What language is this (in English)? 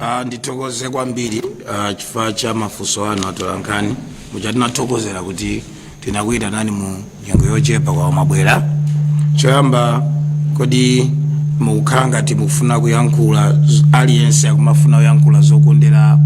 Nyanja